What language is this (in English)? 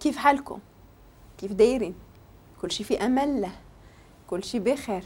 Moroccan Arabic